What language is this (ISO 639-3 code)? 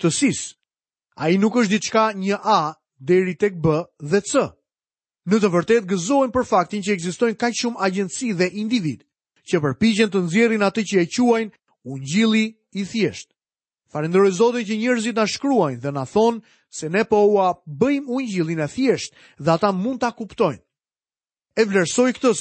sqi